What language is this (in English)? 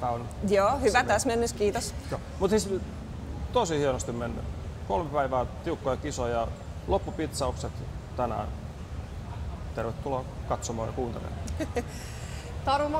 Finnish